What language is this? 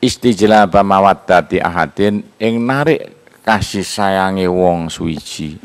Javanese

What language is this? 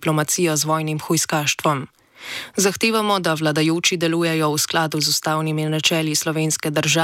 Slovenian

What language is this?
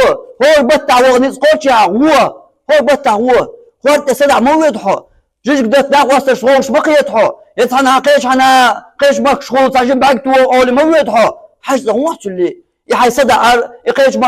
Chechen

